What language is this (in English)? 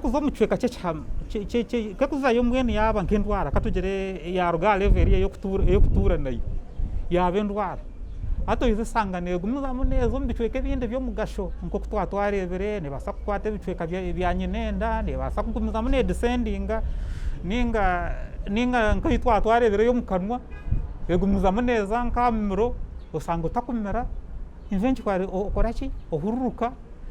Nyankole